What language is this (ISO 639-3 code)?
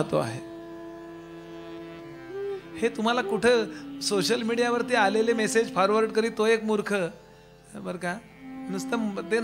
mar